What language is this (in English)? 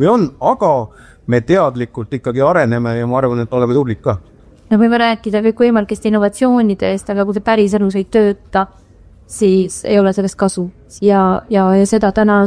Estonian